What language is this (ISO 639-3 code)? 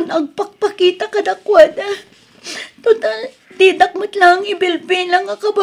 ilo